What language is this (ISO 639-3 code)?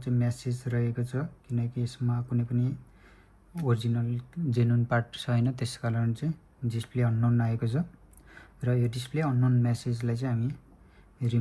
nep